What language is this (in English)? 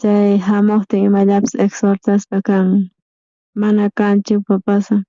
South Bolivian Quechua